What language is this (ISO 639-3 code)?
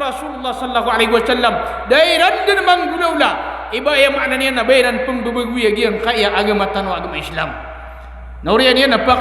mrw